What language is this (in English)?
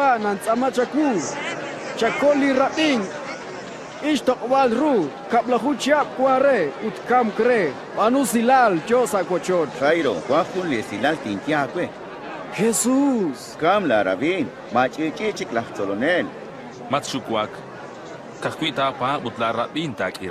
Kekchí